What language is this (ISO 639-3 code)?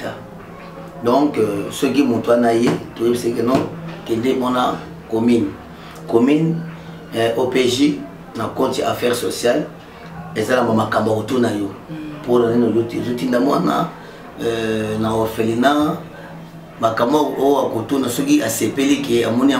lin